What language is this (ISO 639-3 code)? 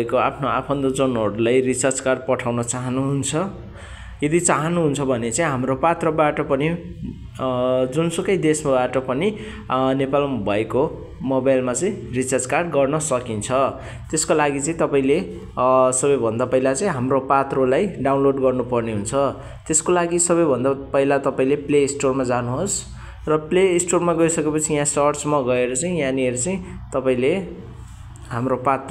nep